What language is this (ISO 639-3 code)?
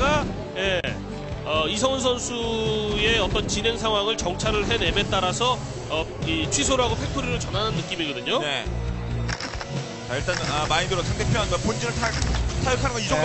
kor